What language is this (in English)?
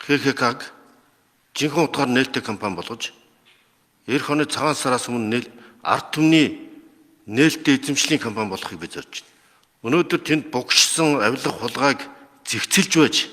Mongolian